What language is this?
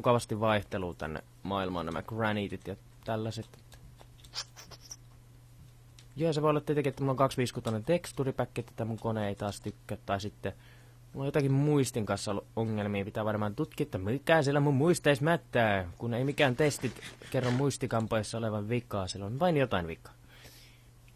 Finnish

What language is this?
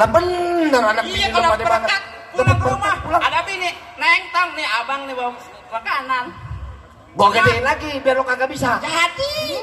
Betawi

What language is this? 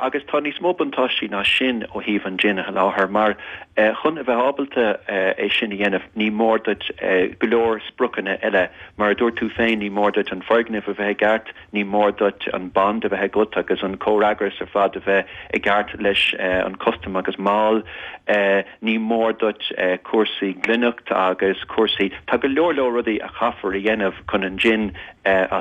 Irish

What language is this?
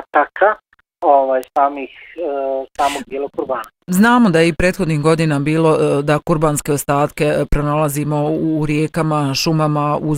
Bosnian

